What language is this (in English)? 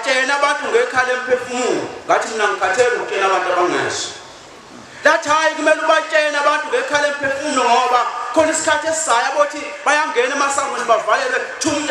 Zulu